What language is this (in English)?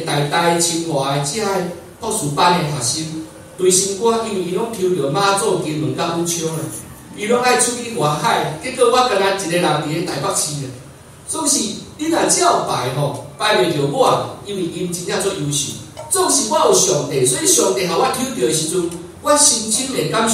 Min Nan Chinese